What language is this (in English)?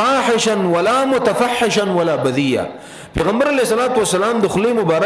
Pashto